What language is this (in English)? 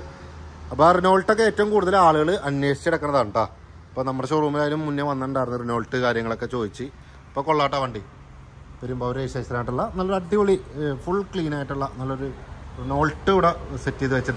Malayalam